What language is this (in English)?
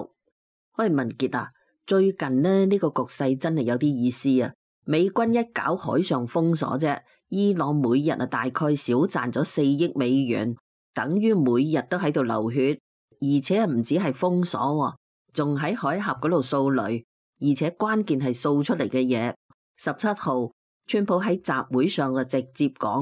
Cantonese